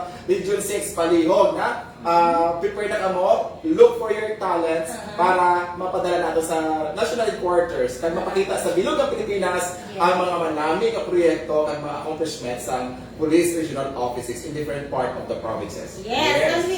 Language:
Hiligaynon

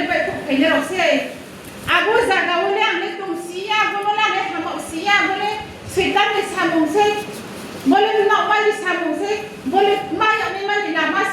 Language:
Riang (India)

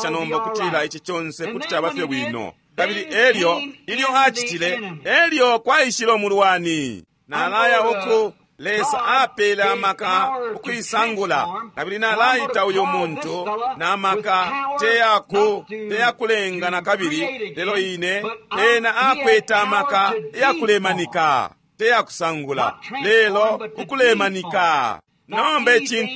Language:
Bemba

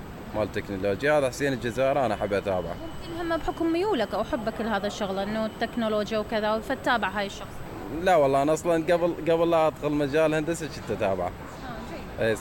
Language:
Mesopotamian Arabic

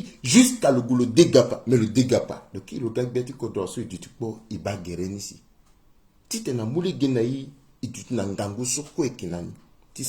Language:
Sango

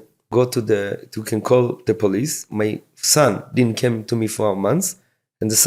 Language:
Yiddish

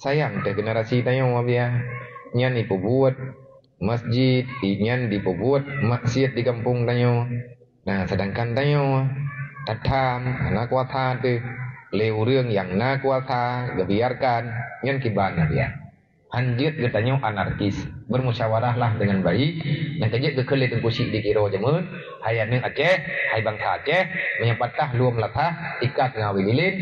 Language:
Achinese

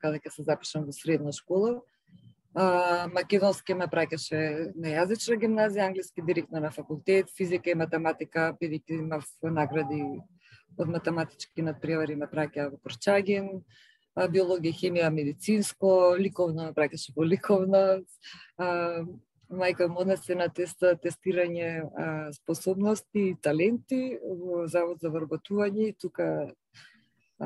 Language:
Macedonian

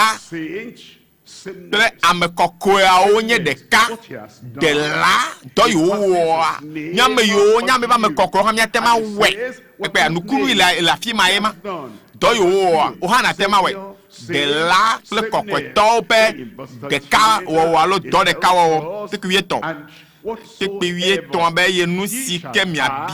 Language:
Ewe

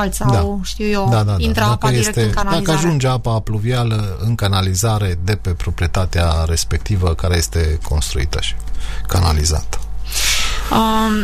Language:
Romanian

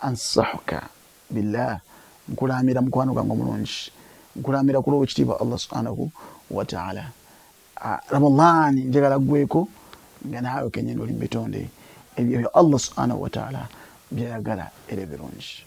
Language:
Ganda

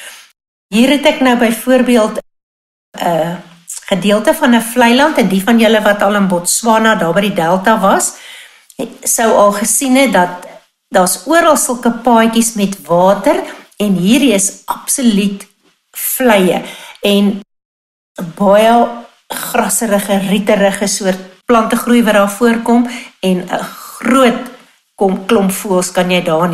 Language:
Afrikaans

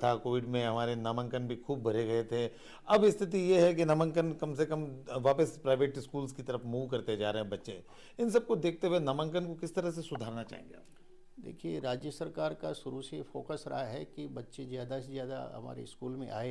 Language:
Hindi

